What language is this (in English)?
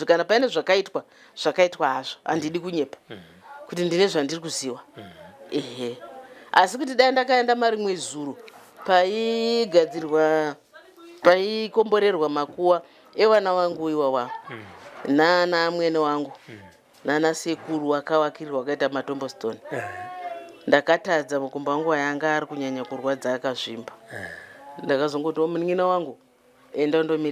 Shona